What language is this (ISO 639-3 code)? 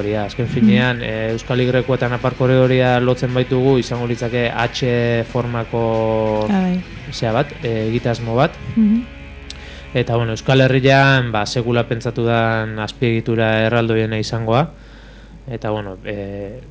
eus